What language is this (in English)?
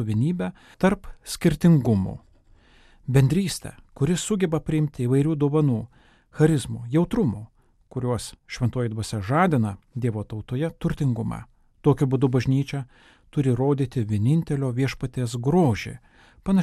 Lithuanian